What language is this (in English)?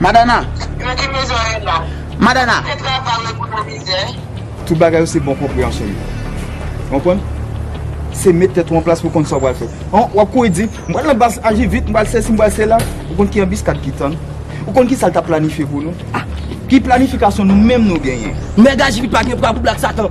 Haitian Creole